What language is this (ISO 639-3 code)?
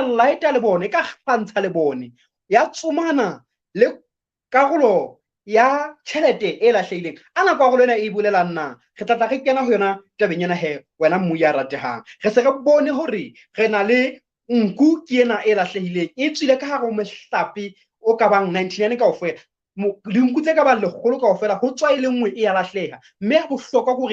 sot